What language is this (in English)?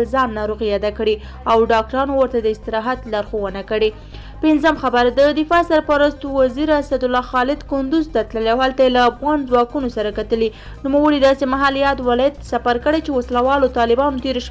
Pashto